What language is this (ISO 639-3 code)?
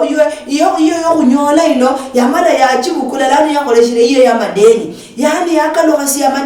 luy